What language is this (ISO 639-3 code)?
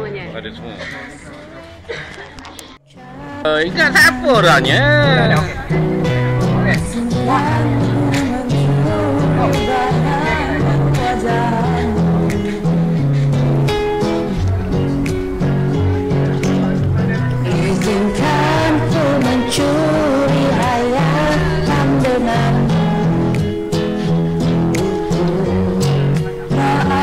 msa